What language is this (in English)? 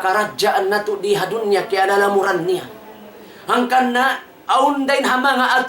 Tausug